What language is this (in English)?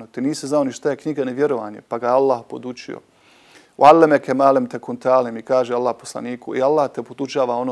Bosnian